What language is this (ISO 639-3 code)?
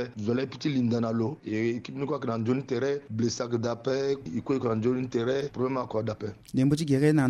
sag